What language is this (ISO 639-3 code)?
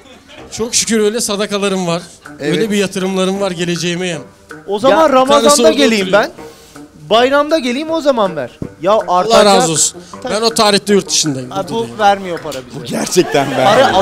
tur